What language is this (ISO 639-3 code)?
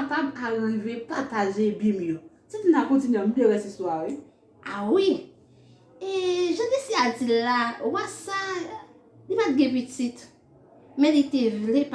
hat